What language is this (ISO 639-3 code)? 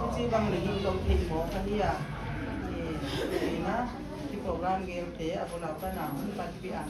pck